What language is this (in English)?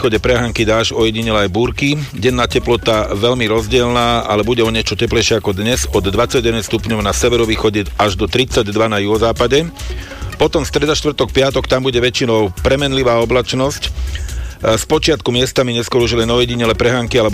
Slovak